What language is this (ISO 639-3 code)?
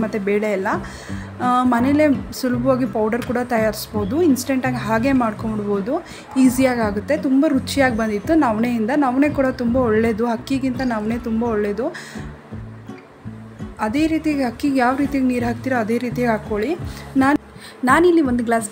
kan